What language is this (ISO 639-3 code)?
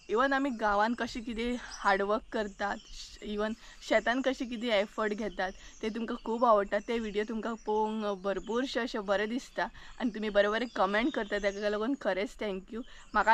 kok